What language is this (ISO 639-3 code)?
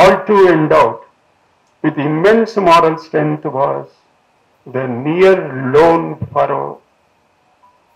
eng